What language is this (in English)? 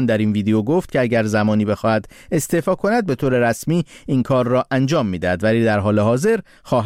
Persian